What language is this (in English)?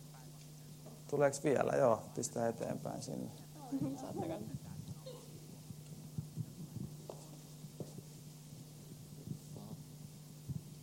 Finnish